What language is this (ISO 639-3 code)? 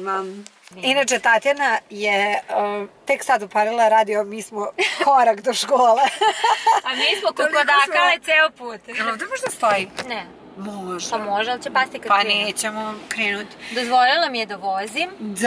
srp